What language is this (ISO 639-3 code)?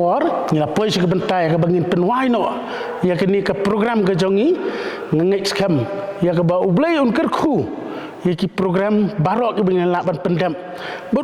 kha